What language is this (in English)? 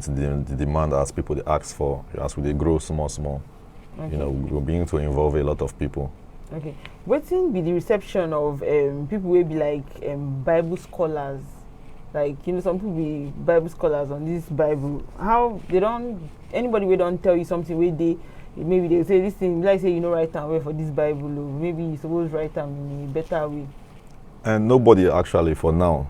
Nigerian Pidgin